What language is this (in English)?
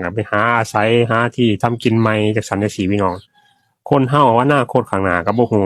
Northeastern Thai